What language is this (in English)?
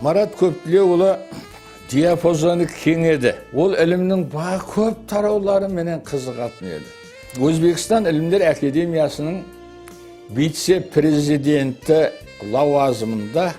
Kara-Kalpak